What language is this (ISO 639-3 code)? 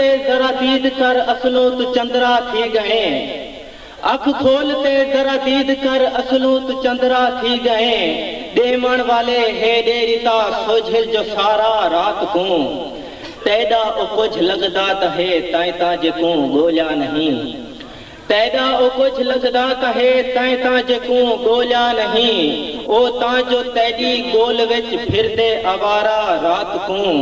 skr